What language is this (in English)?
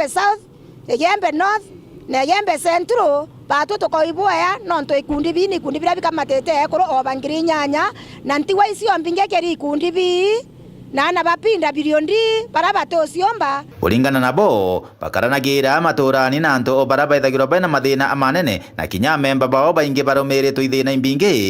Meru